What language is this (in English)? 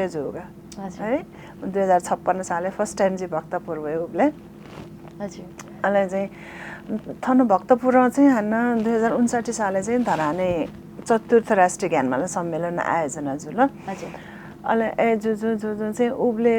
Newari